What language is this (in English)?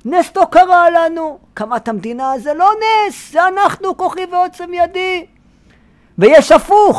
Hebrew